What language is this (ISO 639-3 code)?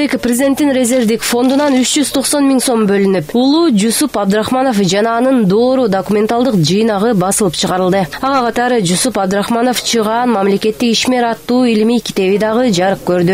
kir